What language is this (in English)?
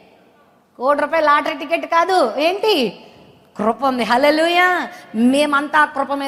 Telugu